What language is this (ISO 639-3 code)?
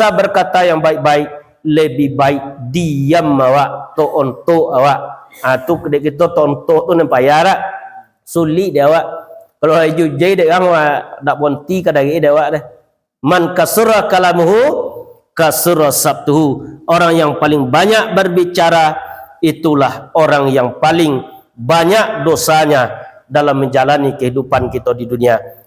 min